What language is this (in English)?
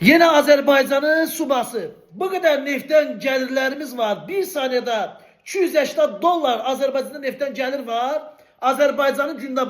Azerbaijani